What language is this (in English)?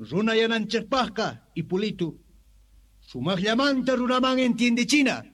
South Bolivian Quechua